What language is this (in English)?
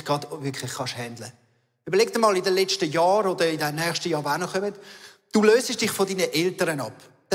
Swiss German